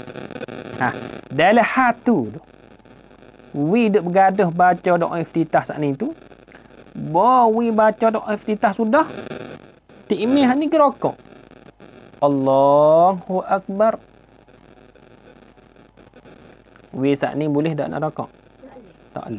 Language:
Malay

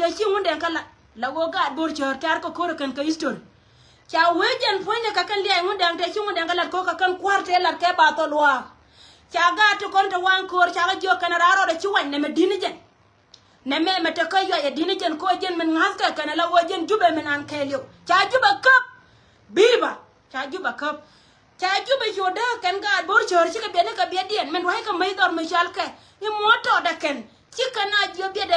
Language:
Nuer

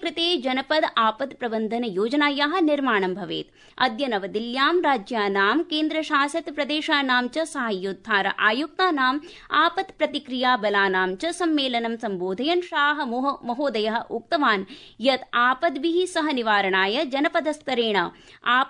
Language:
Sanskrit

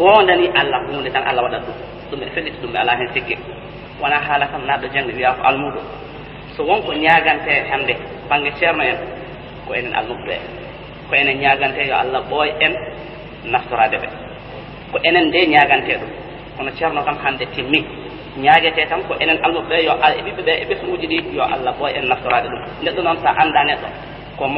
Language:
Fula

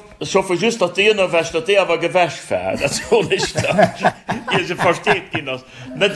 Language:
Luxembourgish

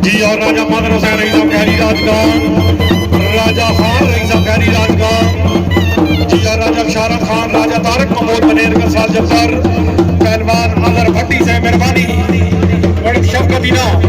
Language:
Pahari-Potwari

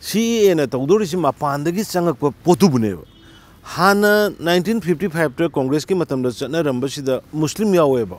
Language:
Manipuri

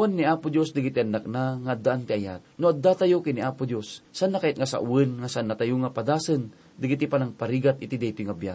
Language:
Iloko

